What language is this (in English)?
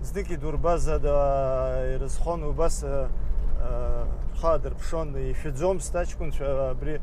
Abkhazian